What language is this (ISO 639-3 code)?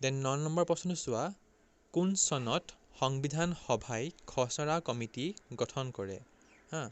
asm